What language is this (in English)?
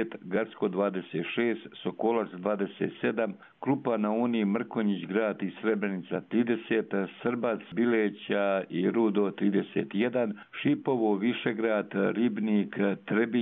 Croatian